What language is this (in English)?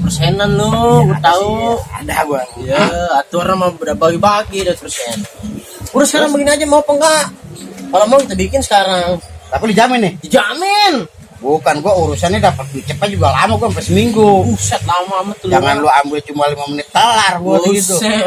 Betawi